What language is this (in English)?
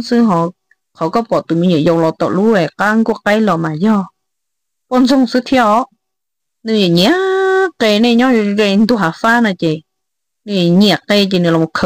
Hmong